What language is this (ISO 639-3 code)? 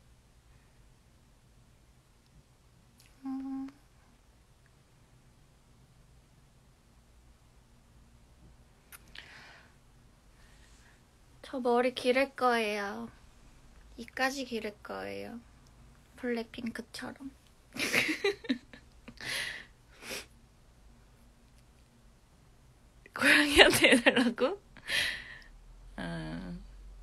kor